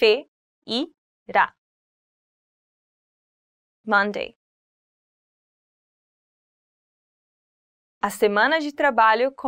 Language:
Portuguese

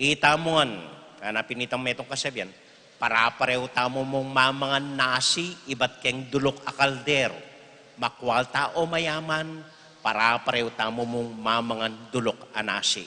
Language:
Pampanga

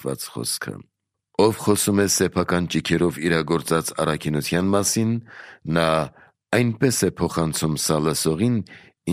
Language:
Armenian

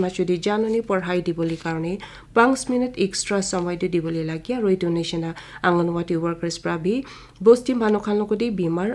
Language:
Naga Pidgin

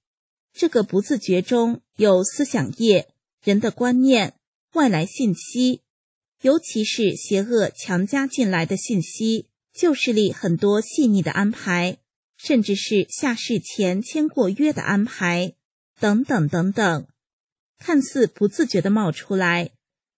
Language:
Chinese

